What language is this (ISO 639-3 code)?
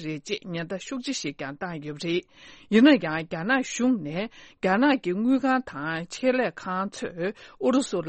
bod